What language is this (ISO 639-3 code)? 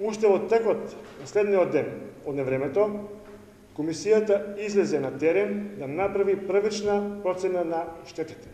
mkd